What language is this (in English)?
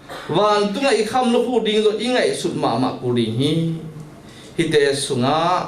Tedim Chin